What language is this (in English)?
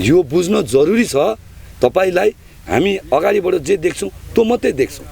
Nepali